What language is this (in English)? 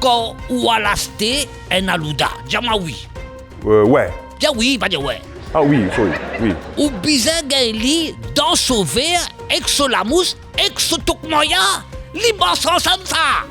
Morisyen